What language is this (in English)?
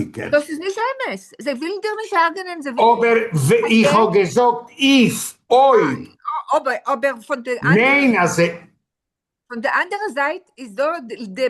Yiddish